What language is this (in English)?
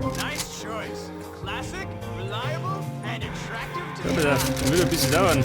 Bavarian